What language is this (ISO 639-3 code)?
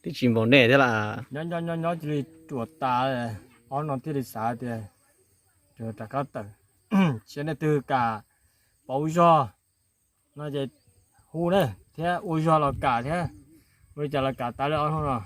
hmn